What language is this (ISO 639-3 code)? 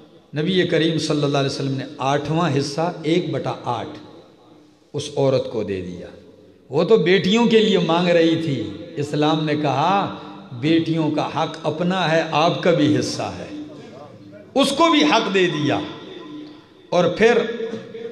urd